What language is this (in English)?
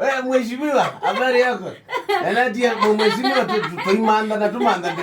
Kamba